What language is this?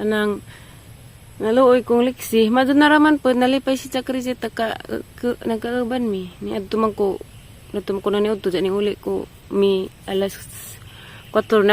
Cebuano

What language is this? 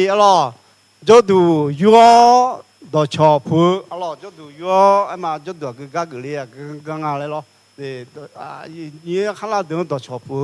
Akha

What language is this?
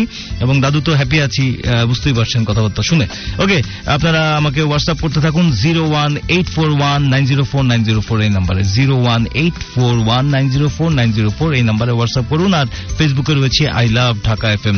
Bangla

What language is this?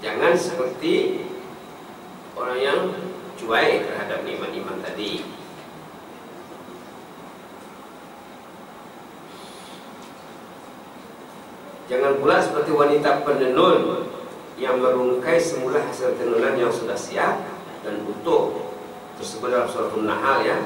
Malay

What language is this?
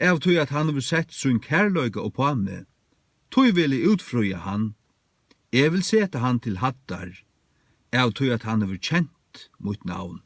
Faroese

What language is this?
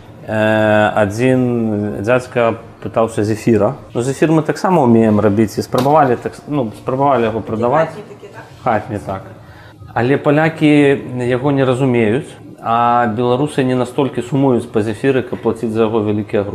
Belarusian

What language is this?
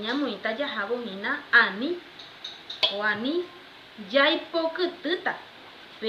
Guarani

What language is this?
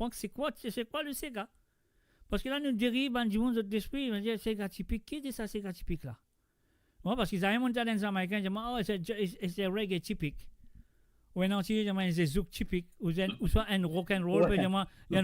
Morisyen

